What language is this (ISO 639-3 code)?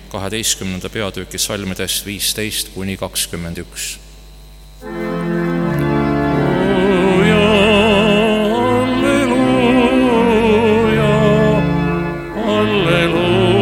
est